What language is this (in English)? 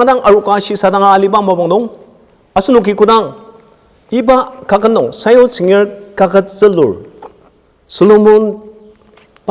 Ao Naga